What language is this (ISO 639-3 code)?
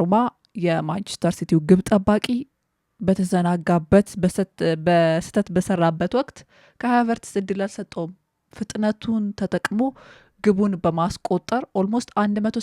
amh